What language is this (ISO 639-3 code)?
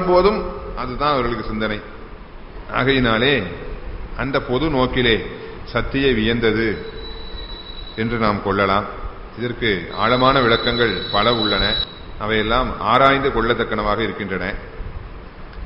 tam